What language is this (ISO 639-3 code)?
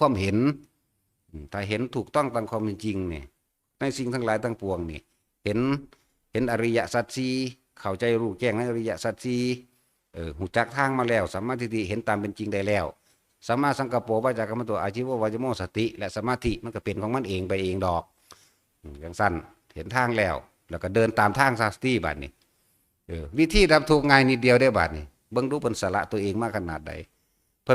tts